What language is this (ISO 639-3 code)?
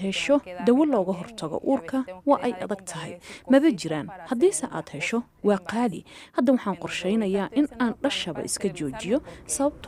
som